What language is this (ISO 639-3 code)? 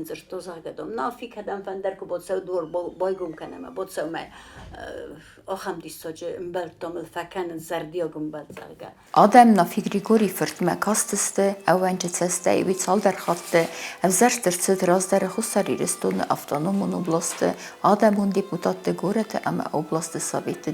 oss